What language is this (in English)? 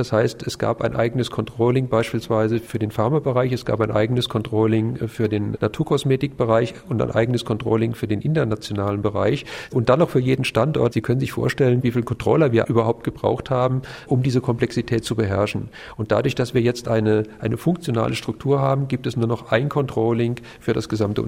German